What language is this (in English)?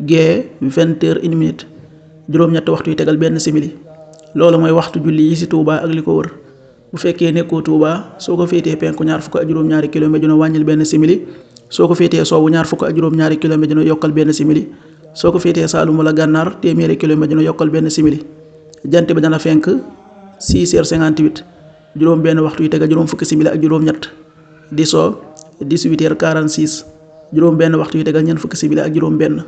Wolof